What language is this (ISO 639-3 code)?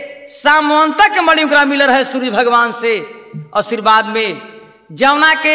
bho